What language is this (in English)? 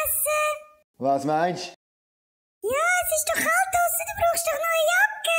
Swiss German